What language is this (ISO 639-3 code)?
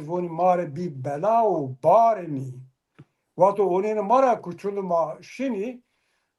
zza